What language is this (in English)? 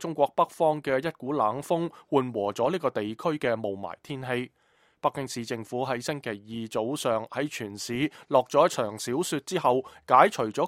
Cantonese